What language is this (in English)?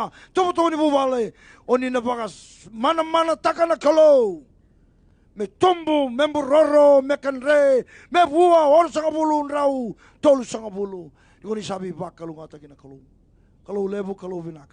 Fijian